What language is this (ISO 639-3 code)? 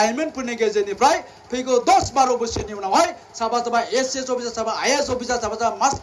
brx